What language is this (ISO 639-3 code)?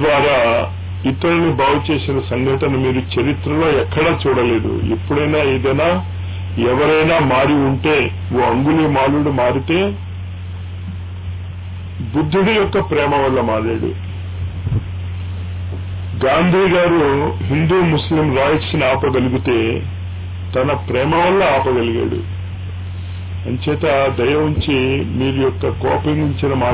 tel